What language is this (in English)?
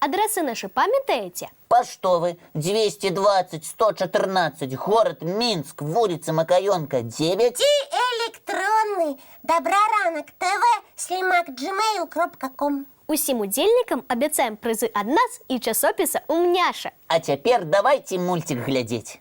Belarusian